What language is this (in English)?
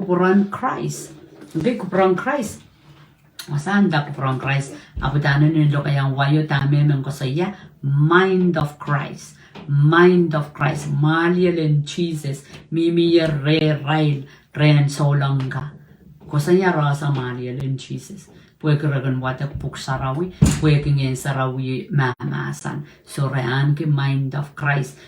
Pohnpeian